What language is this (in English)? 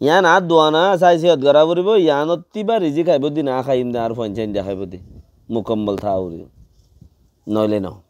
Rohingya